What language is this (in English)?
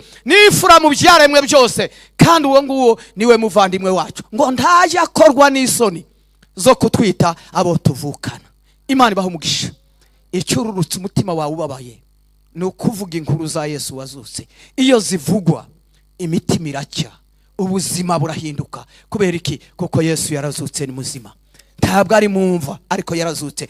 Kinyarwanda